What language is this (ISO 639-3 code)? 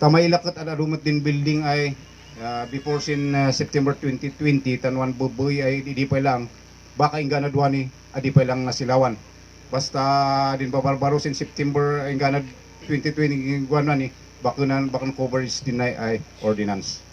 kne